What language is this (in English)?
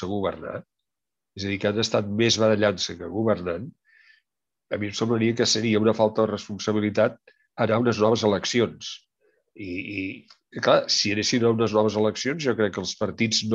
Catalan